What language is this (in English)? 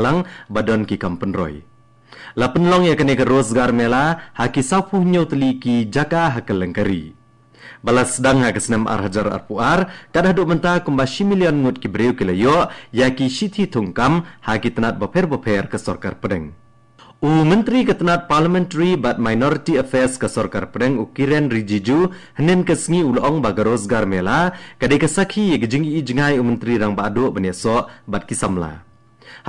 Khasi